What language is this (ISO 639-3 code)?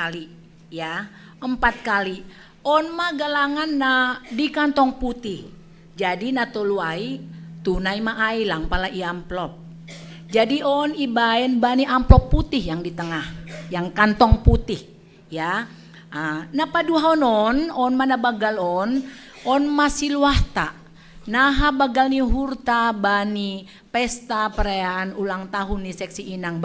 bts